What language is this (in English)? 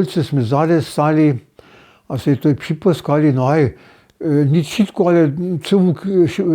Upper Sorbian